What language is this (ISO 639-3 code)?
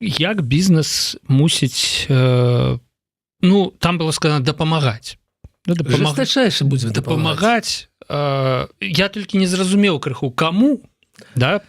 bel